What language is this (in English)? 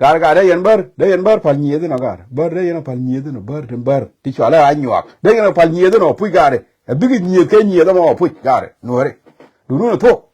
Nuer